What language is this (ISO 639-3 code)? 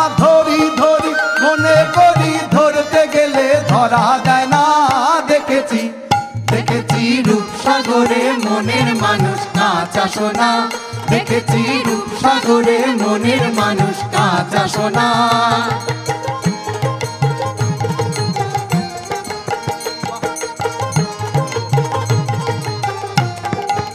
ben